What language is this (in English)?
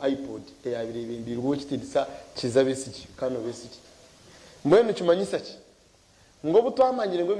Nyankole